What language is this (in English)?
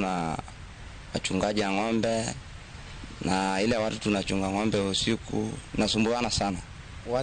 Luo (Kenya and Tanzania)